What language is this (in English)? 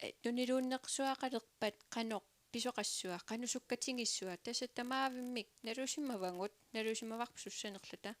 Kalaallisut